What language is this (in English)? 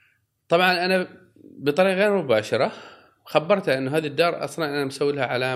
Gulf Arabic